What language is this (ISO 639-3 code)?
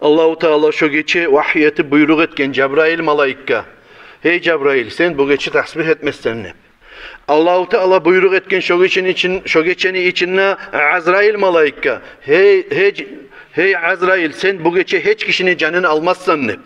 kum